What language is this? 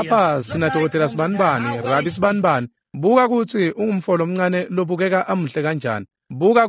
Swati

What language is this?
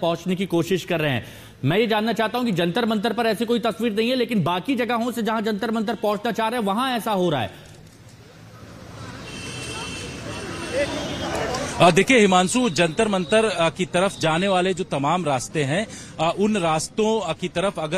Hindi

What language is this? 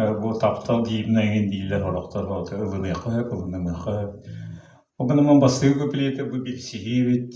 Yakut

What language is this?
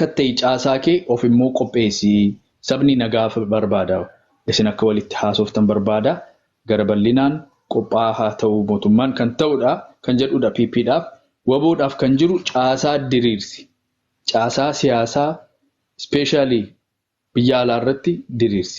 Oromo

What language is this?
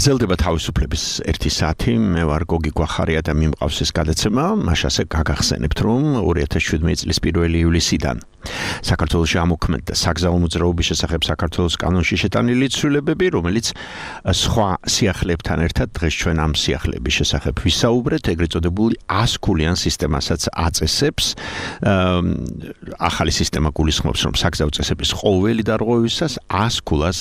Georgian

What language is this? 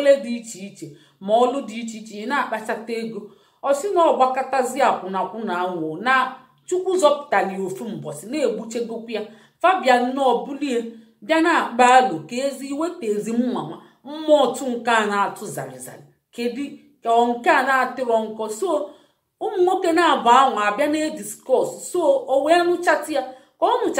Igbo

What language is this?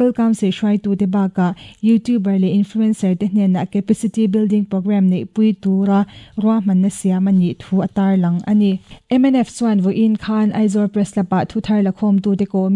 Mizo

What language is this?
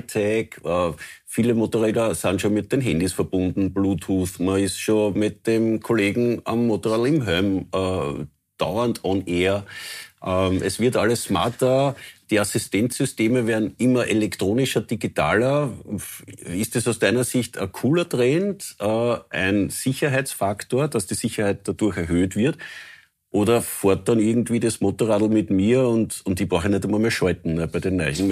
German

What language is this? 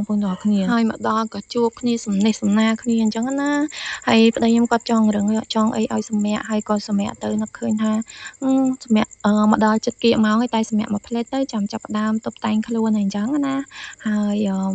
Khmer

